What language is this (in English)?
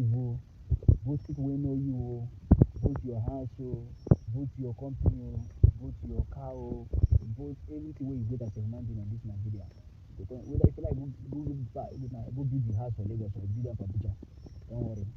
Nigerian Pidgin